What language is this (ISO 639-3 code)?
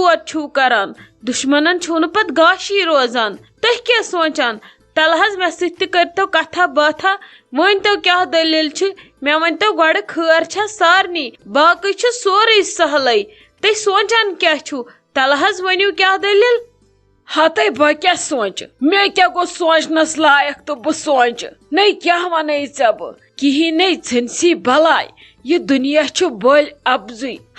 kas